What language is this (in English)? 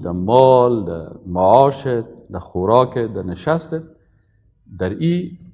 Persian